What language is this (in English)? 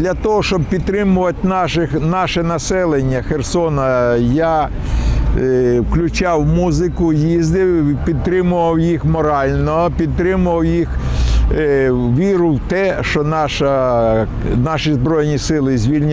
Ukrainian